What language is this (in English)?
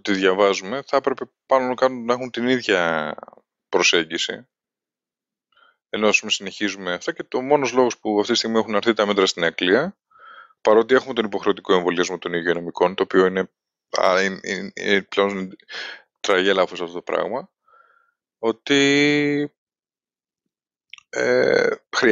Greek